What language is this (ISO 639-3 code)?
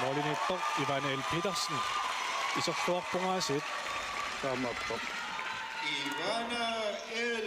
kal